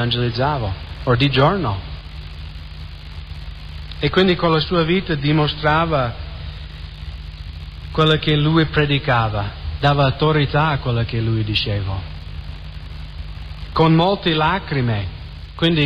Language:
Italian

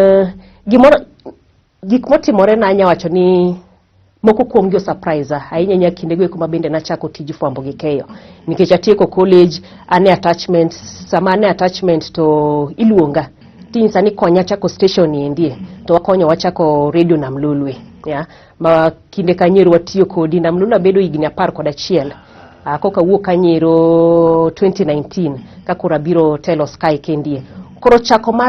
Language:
Luo (Kenya and Tanzania)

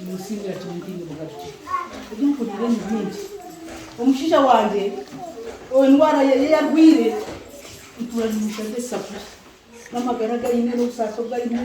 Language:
Nyankole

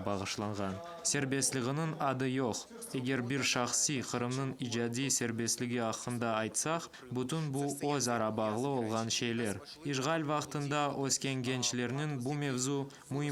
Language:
Crimean Tatar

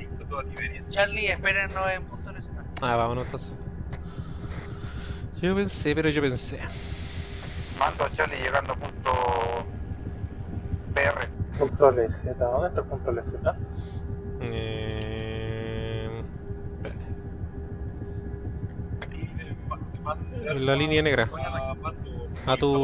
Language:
Spanish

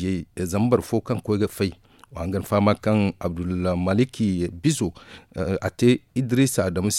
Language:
Zarma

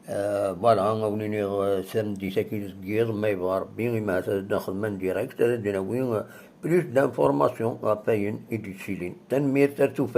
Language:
Kabyle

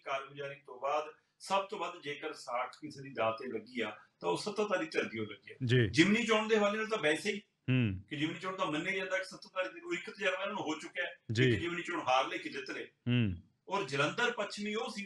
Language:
Punjabi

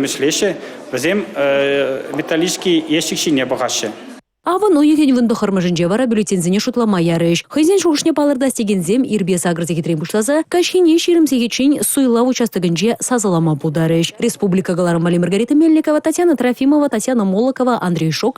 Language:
Chuvash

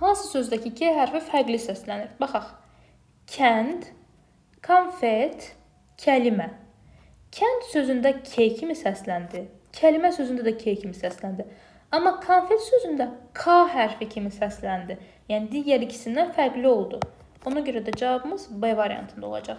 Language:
Azerbaijani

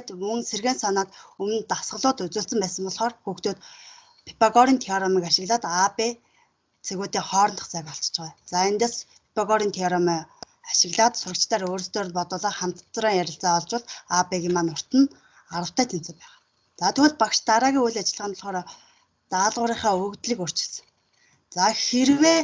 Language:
Mongolian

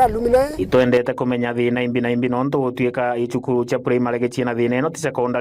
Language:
Meru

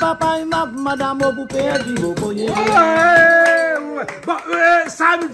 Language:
Réunion Creole French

